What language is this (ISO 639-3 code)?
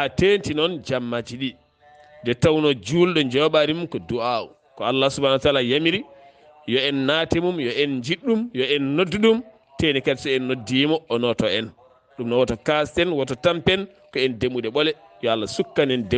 ful